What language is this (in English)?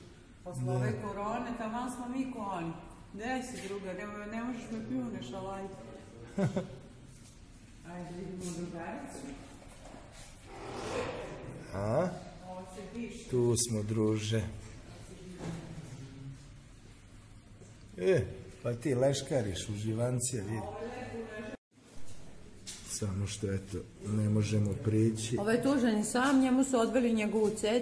Serbian